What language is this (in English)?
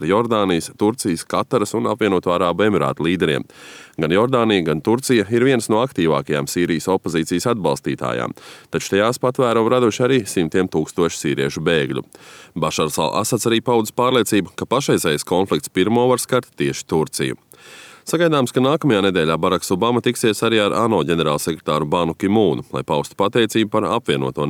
Latvian